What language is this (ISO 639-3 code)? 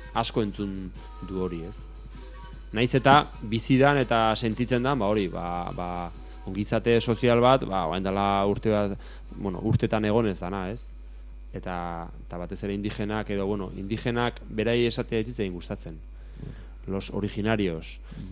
eus